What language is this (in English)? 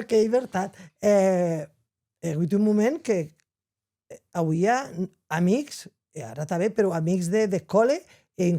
Occitan